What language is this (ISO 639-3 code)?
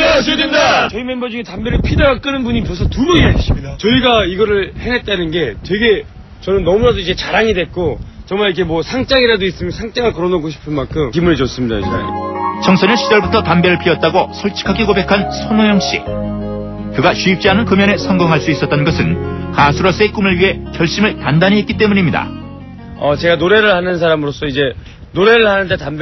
kor